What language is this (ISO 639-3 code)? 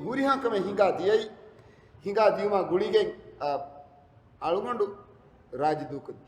div